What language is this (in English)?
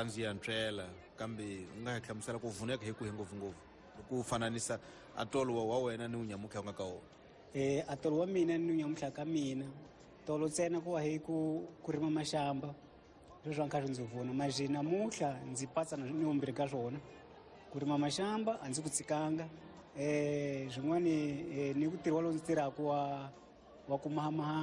Tsonga